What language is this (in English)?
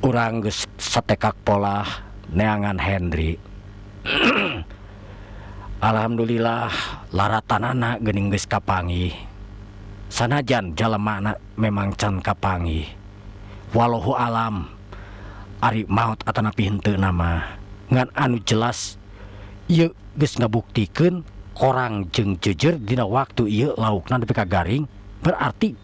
Sundanese